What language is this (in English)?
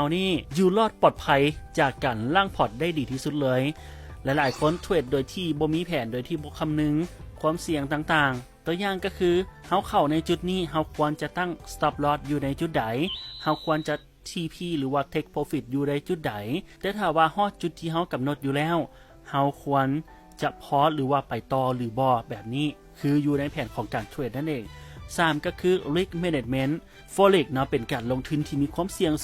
Lao